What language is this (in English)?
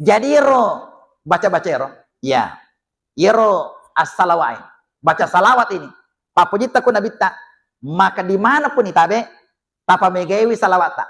Buginese